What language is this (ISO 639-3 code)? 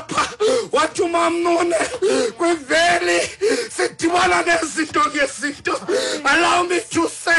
xho